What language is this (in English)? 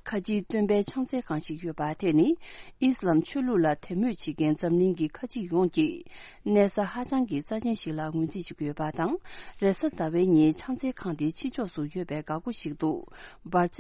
Tibetan